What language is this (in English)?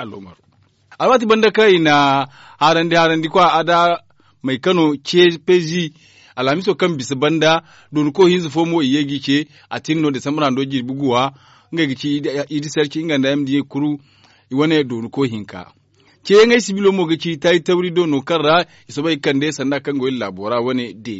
Zarma